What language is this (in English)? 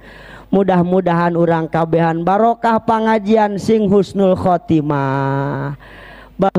Sundanese